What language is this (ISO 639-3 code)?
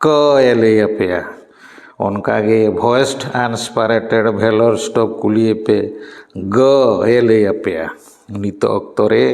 sat